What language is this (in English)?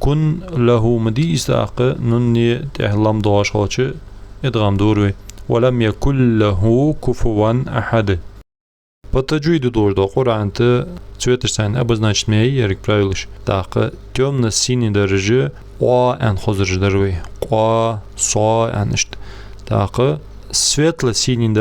Ingush